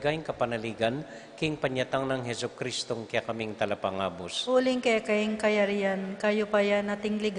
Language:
Pampanga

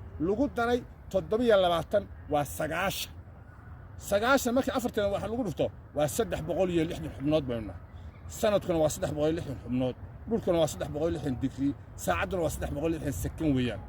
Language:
Somali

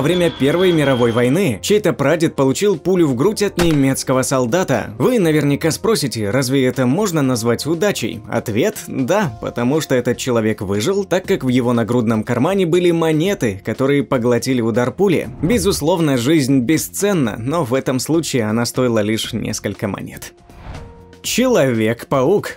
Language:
Russian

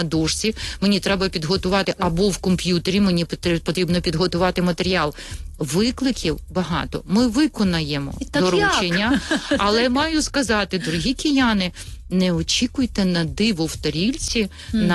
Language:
Ukrainian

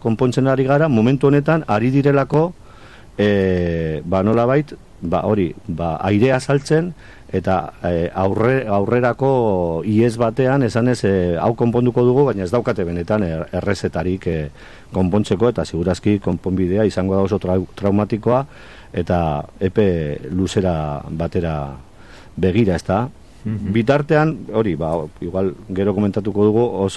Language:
Basque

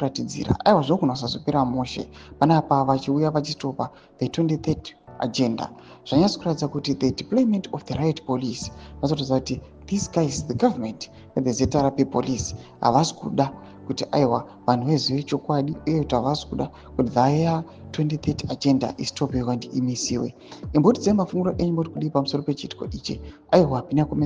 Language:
Shona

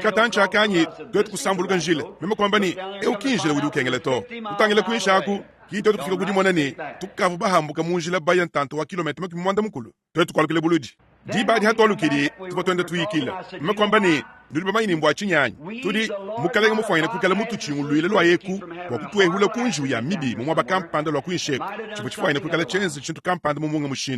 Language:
Luba-Lulua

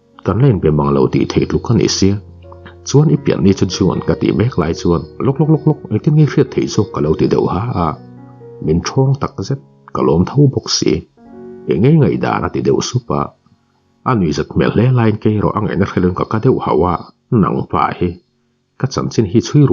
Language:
Mizo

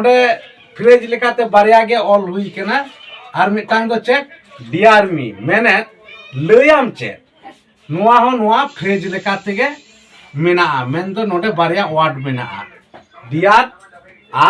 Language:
Santali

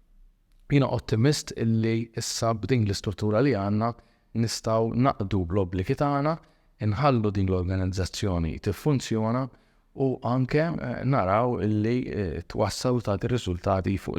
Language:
Maltese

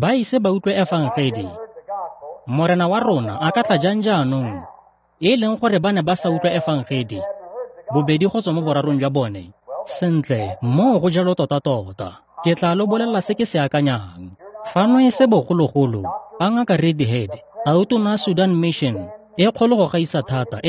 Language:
Tswana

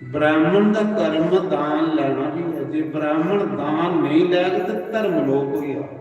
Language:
Dogri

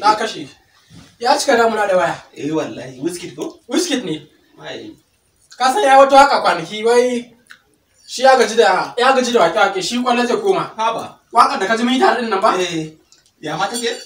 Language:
Hausa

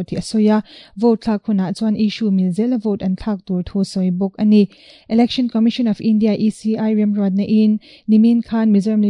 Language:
Mizo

